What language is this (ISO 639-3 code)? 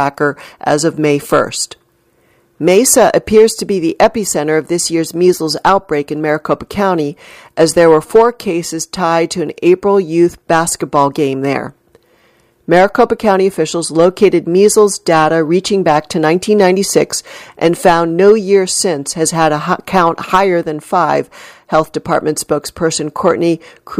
eng